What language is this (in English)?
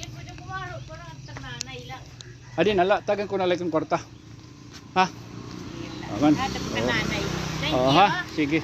Waray